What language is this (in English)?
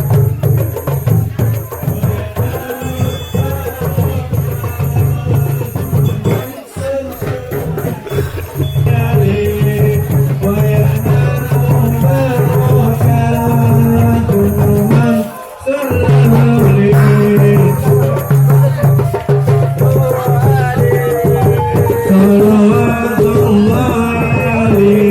Betawi